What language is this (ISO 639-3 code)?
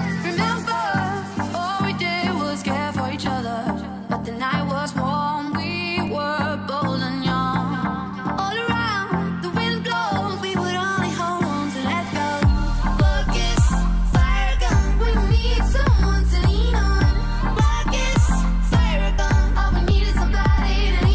eng